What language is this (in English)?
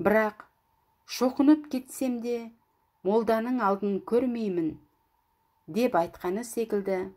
Kazakh